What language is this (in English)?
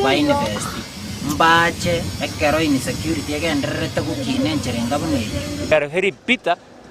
Gusii